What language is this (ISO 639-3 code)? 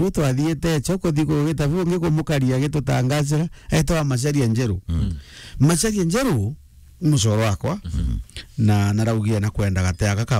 mer